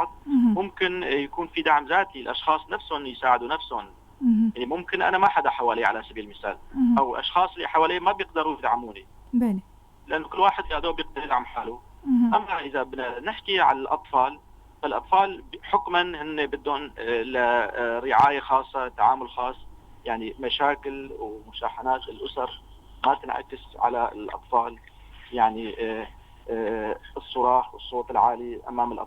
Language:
North Levantine Arabic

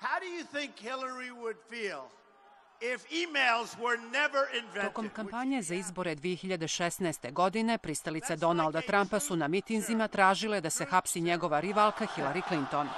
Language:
Croatian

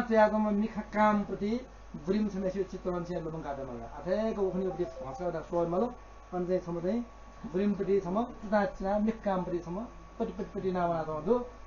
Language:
Newari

